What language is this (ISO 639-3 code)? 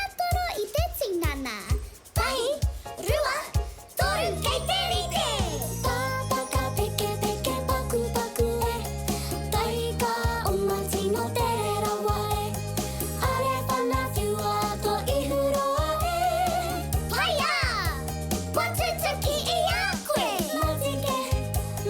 mri